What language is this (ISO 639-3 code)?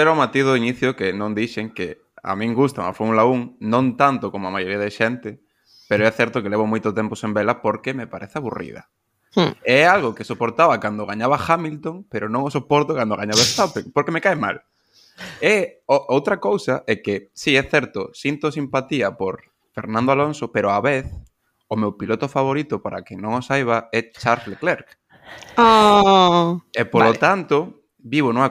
glg